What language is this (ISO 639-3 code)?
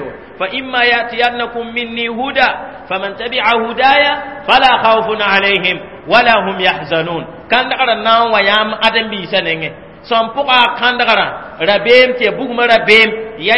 mos